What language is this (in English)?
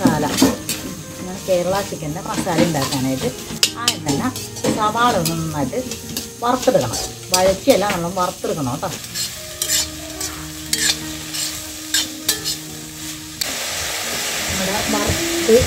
Malayalam